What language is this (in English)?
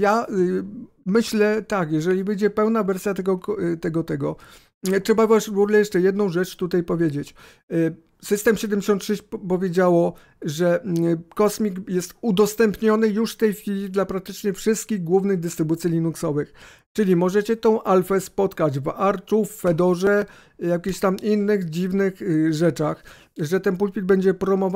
Polish